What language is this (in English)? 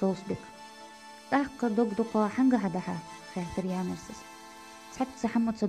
Ingush